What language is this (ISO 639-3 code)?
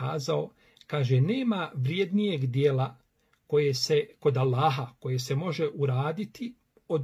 bos